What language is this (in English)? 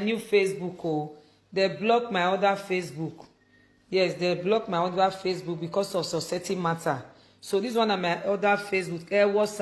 Nigerian Pidgin